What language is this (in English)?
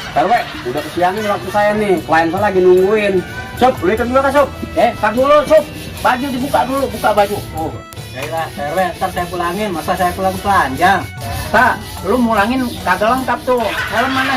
Betawi